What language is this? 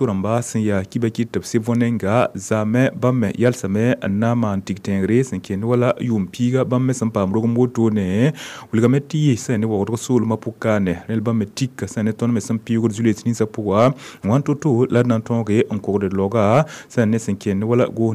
Mossi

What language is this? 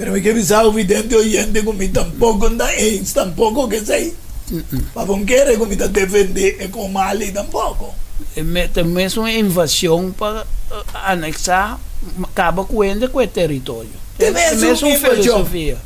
Papiamento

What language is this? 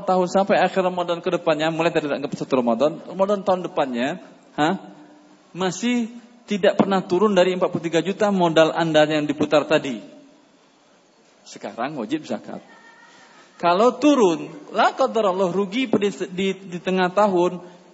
Indonesian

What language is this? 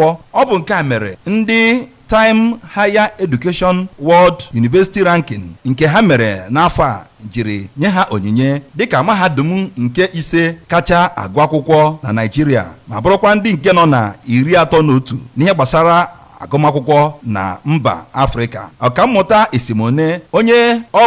Igbo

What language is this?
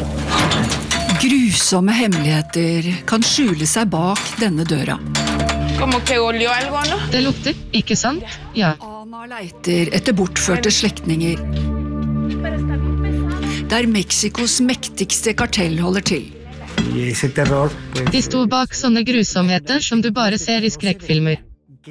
Norwegian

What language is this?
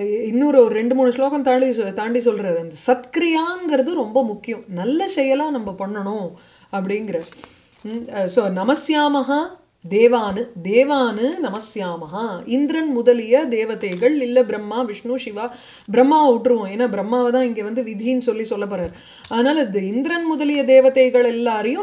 Tamil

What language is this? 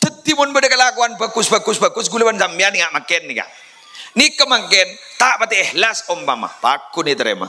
Madurese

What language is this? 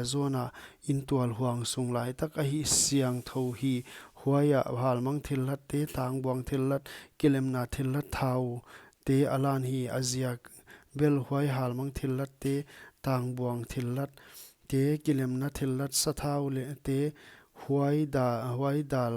Paite Chin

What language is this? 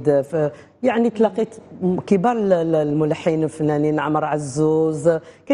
Algerian Arabic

